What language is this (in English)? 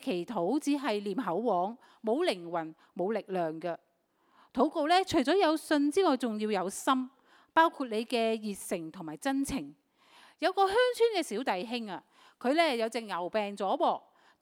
Cantonese